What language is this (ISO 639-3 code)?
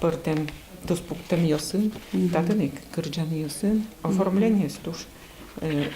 udm